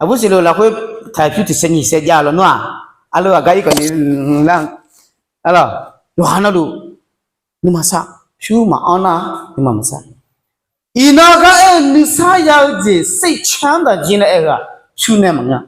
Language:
Akha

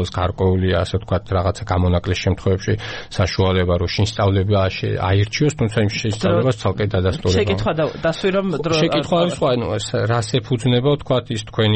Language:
Georgian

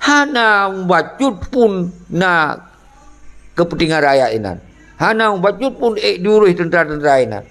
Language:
Achinese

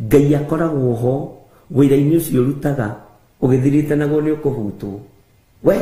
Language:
Kikuyu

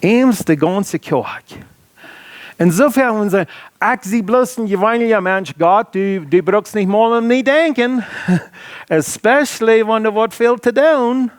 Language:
Plautdietsch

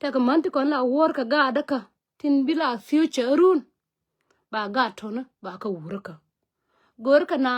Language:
Nuer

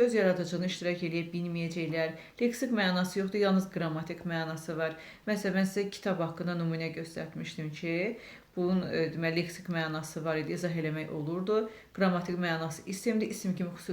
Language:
Azerbaijani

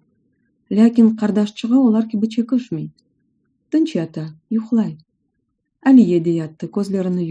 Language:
Crimean Tatar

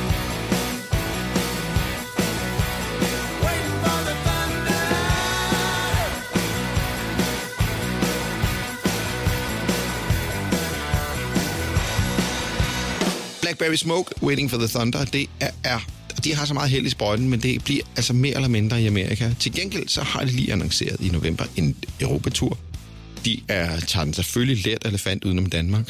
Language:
Danish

